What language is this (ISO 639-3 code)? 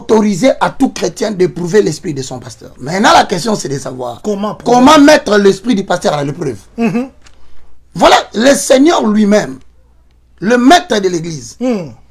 fra